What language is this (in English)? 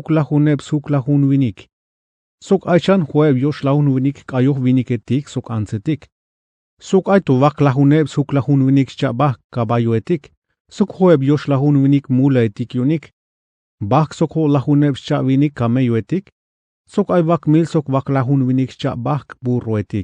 Tzeltal